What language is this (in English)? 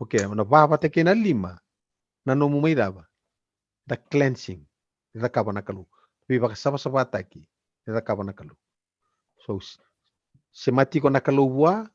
Fijian